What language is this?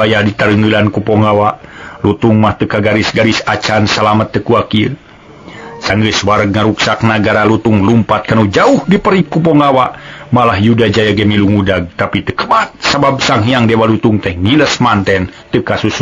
Sundanese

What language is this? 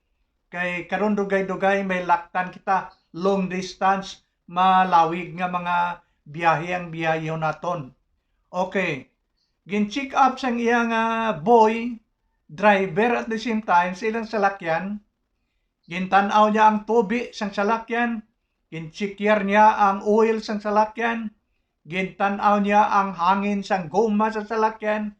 Hiligaynon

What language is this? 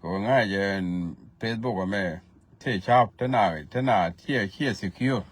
Nuer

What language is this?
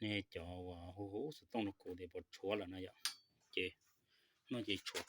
Hmong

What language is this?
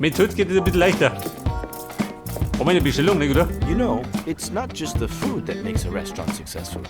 Bavarian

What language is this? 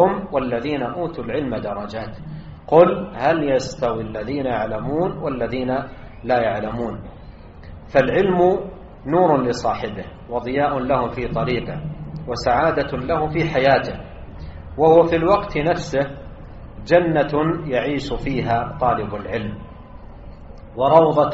Arabic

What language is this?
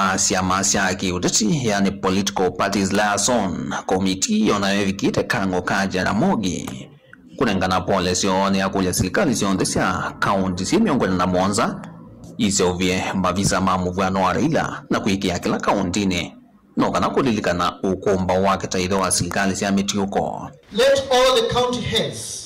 Kamba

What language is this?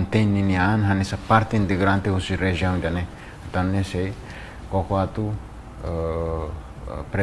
Tetum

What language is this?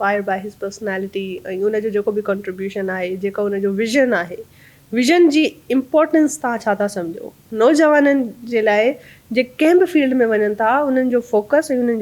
Sindhi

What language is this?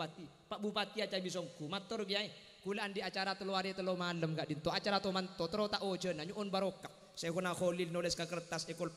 Madurese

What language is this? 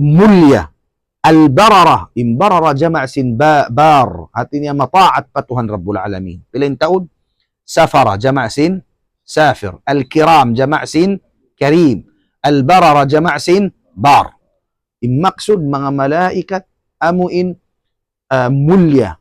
Tausug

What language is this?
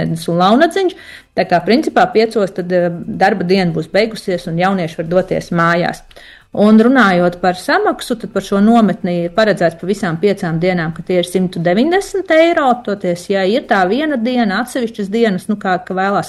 Latvian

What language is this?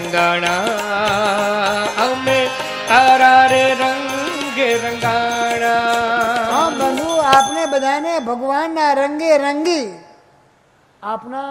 Gujarati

